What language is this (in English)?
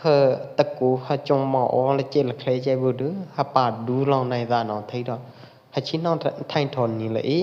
Pwo Eastern Karen